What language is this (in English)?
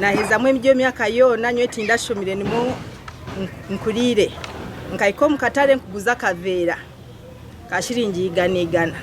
Nyankole